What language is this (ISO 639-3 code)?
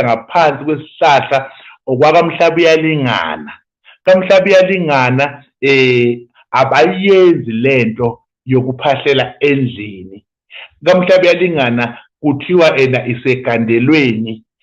zul